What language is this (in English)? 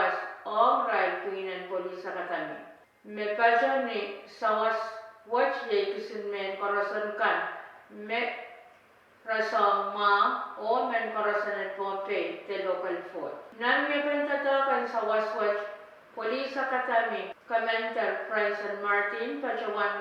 Pohnpeian